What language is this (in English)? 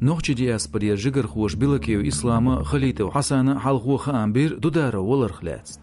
Chechen